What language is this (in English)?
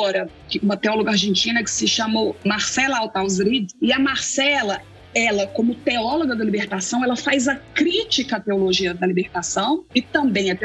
Portuguese